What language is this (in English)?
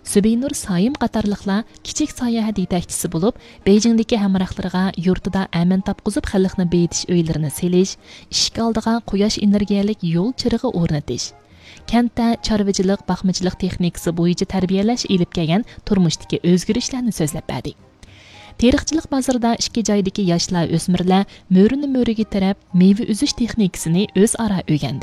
Uyghur